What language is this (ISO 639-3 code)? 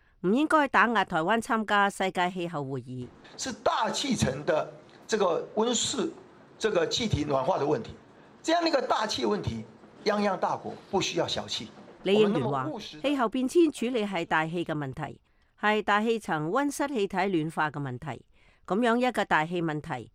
yue